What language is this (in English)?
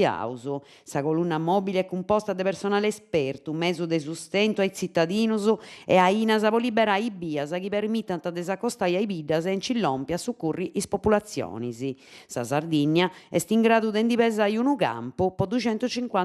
Sardinian